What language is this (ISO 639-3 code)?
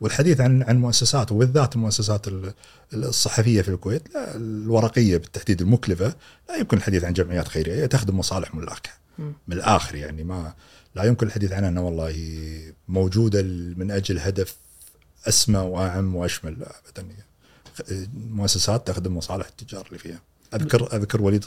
afb